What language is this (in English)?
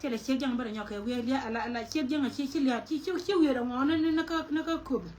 Nuer